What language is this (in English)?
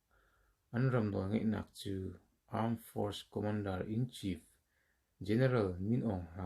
Hakha Chin